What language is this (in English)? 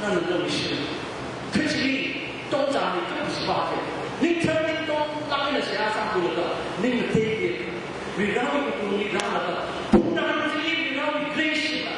Tangkhul Naga (India)